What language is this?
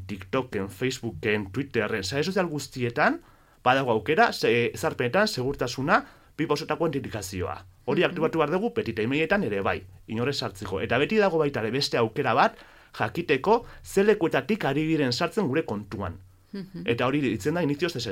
Basque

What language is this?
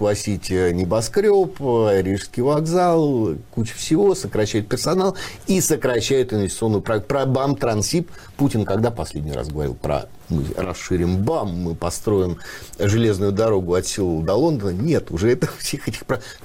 Russian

